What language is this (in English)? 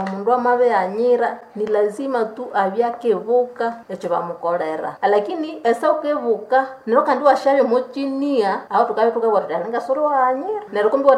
Nande